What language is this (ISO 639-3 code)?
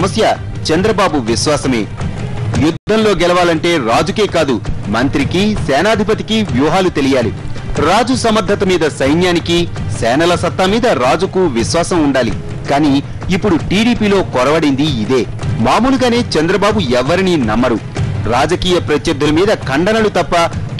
tel